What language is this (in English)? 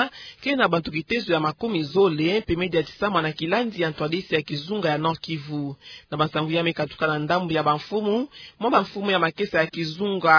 Kituba (Democratic Republic of Congo)